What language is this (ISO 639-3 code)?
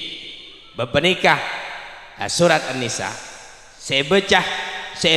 mad